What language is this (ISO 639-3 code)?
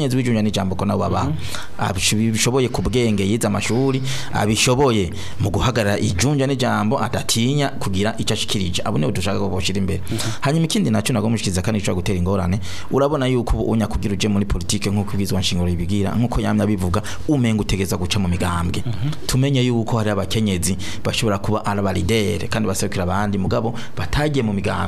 run